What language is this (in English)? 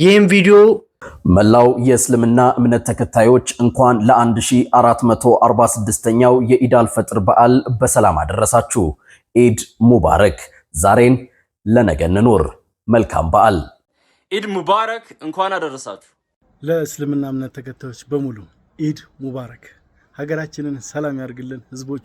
Amharic